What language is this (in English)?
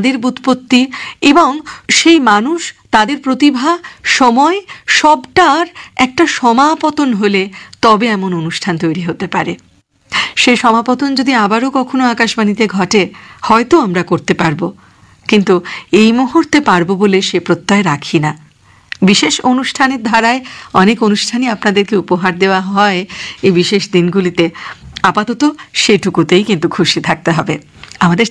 Bangla